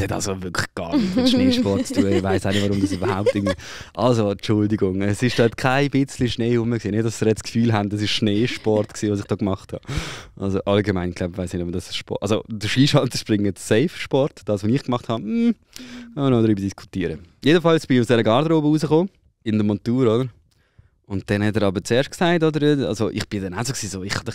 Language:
Swiss German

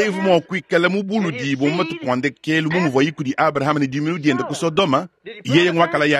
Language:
Luba-Lulua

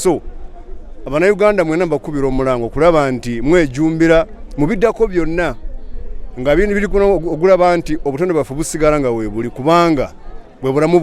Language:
Ganda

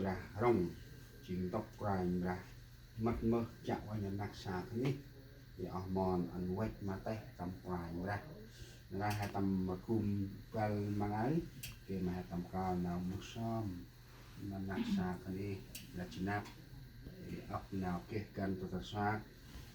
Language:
Central Mnong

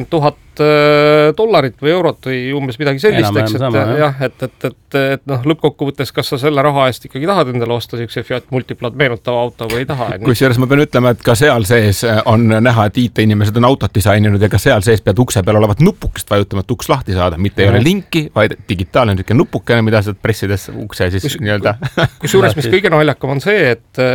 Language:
Estonian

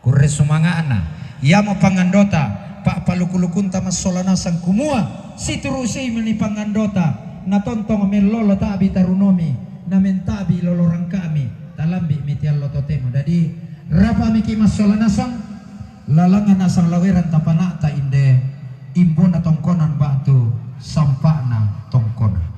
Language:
Toraja-Sa'dan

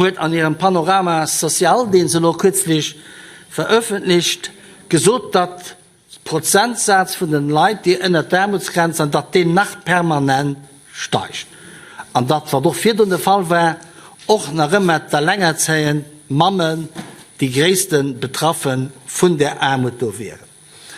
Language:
Luxembourgish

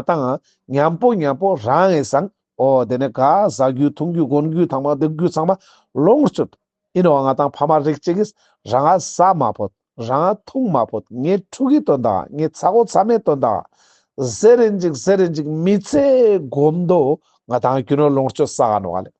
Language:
Ladakhi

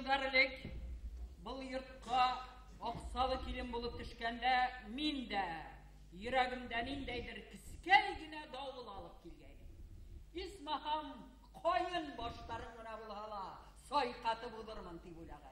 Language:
Bashkir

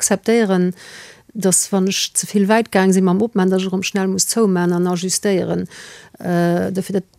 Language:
Luxembourgish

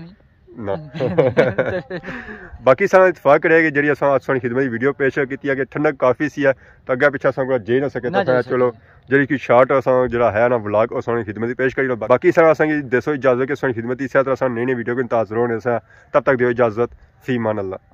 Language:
Pahari-Potwari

